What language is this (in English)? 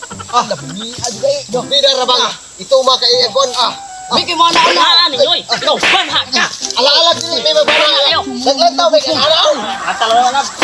Cebuano